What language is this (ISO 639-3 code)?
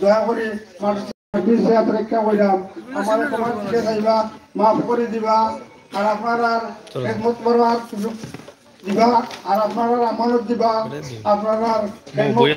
syl